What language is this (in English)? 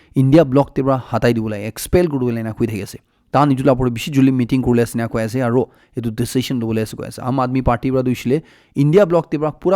Naga Pidgin